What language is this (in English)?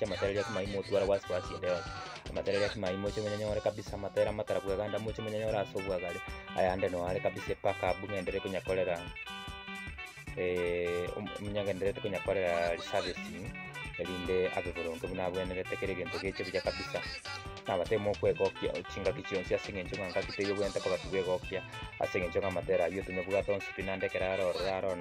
Gusii